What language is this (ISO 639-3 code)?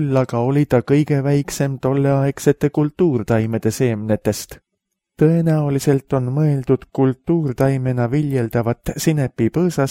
est